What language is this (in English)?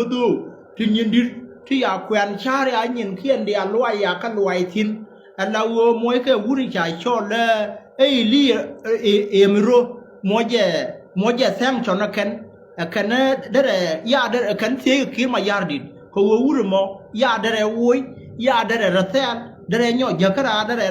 Nuer